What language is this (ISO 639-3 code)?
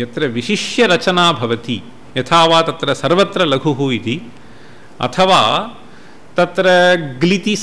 san